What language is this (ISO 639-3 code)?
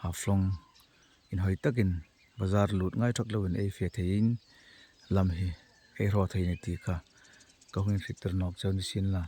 hmr